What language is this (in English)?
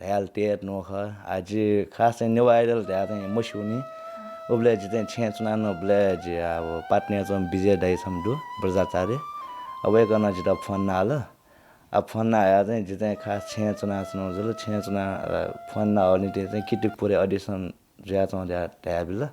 Newari